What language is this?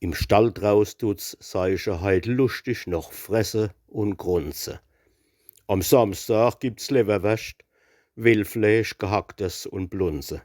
Palatine German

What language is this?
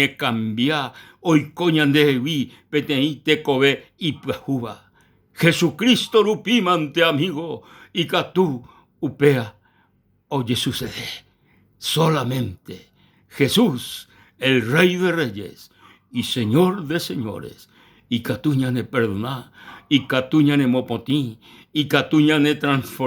Guarani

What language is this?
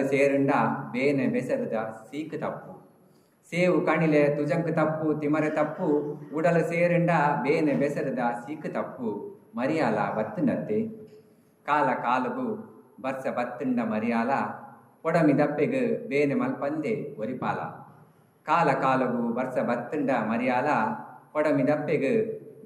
Tulu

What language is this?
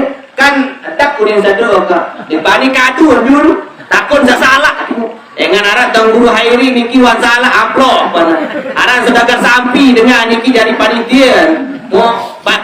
Sasak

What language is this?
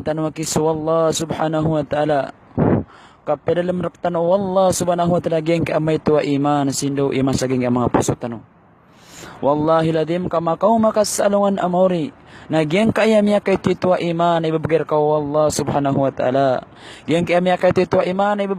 Maranao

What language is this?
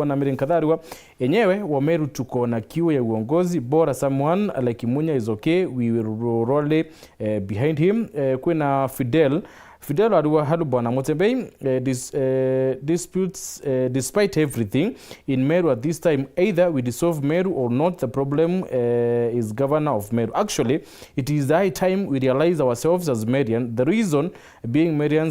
Meru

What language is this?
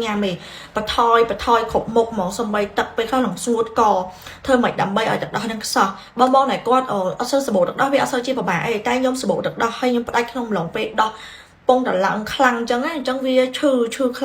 Khmer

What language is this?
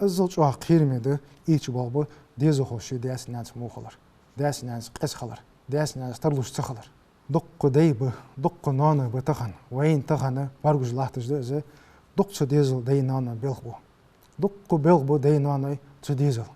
Ingush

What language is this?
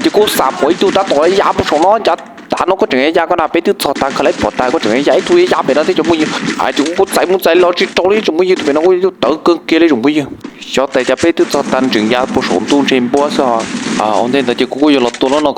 Hmong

